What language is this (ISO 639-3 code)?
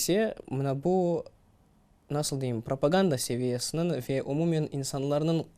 crh